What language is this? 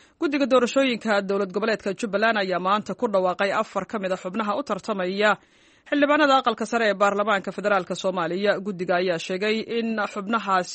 Somali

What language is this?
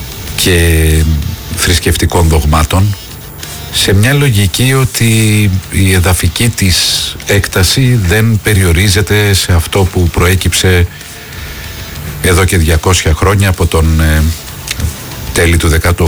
Greek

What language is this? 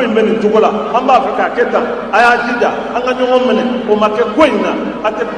Bambara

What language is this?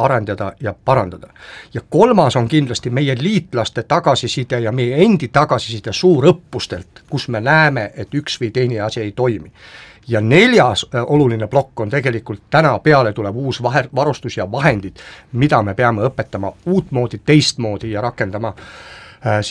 Estonian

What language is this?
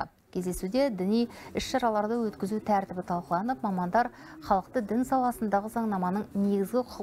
Kazakh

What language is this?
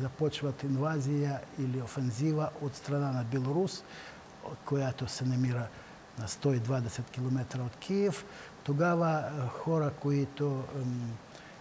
Bulgarian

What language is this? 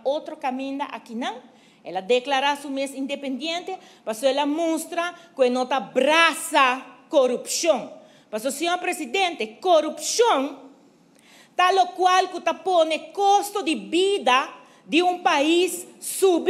Papiamento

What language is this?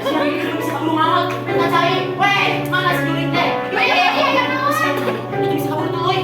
Sundanese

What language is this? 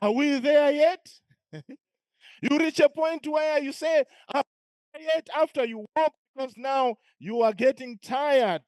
English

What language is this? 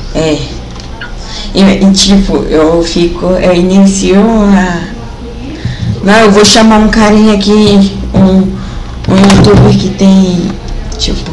Portuguese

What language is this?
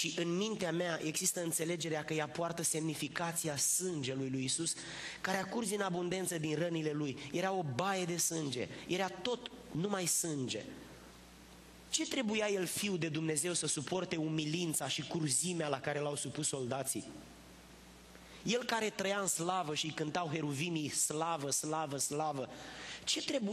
Romanian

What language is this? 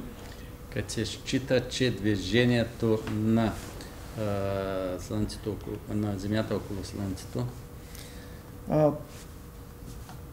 Bulgarian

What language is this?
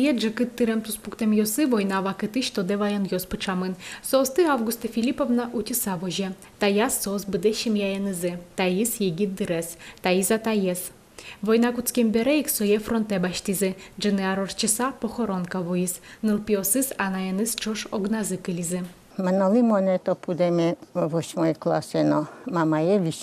Udmurt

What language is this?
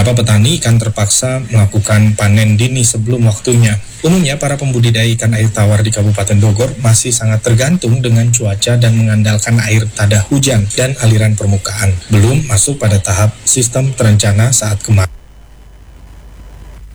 Indonesian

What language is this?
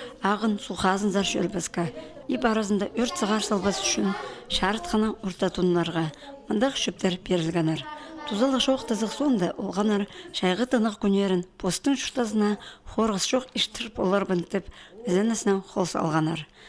Khakas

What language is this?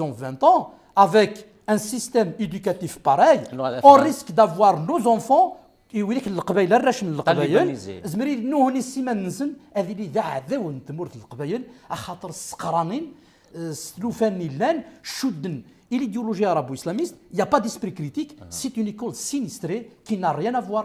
Kabyle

